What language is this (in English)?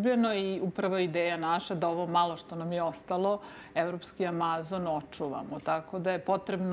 Serbian